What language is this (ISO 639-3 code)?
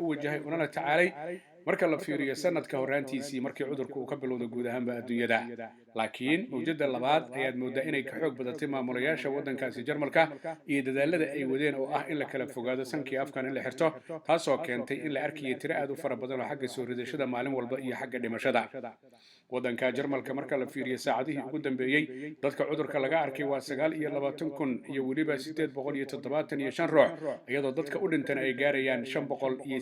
som